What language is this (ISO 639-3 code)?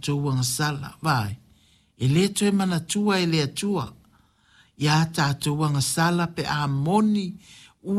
smo